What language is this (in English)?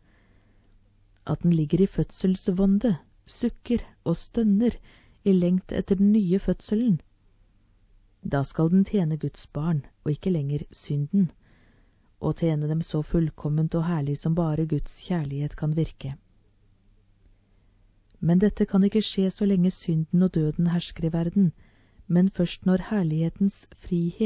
Norwegian